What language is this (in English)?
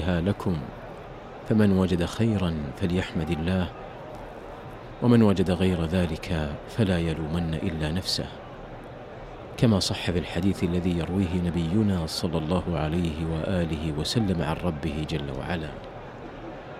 Arabic